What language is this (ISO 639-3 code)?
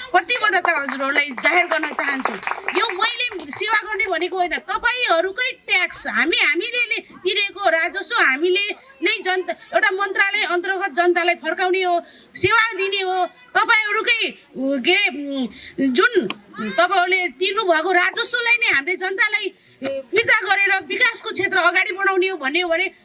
nep